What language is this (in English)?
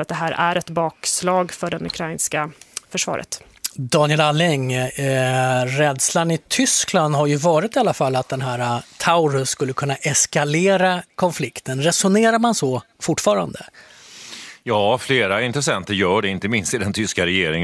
Swedish